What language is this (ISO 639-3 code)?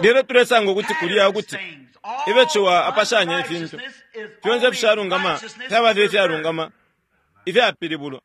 bem